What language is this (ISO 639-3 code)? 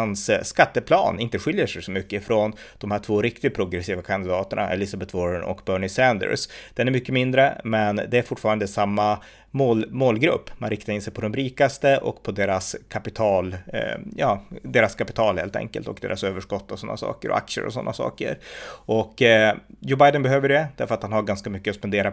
swe